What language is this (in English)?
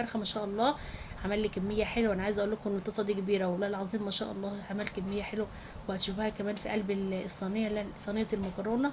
Egyptian Arabic